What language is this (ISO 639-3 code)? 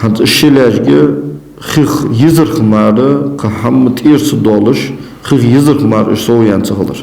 inh